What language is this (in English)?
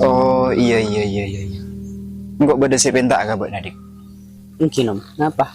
Madurese